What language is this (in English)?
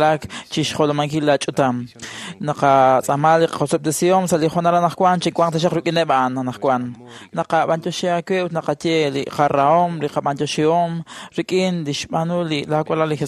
Kekchí